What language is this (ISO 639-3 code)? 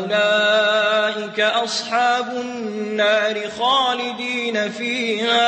mrw